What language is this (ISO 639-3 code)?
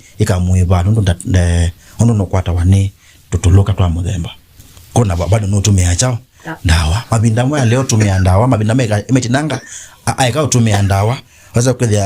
kam